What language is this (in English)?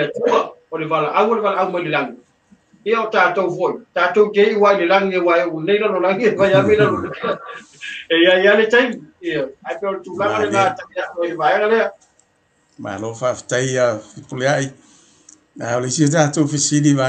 Samoan